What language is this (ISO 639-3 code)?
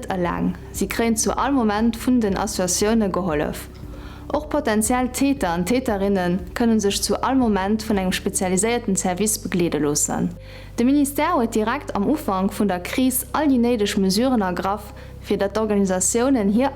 ltz